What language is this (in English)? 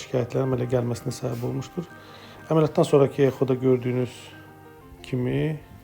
Azerbaijani